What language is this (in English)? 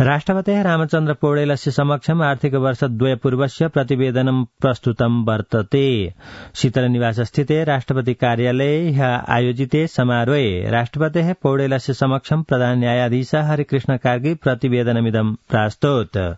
Sanskrit